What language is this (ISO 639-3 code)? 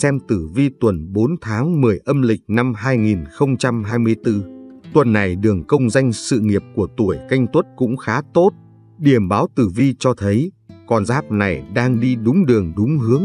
vie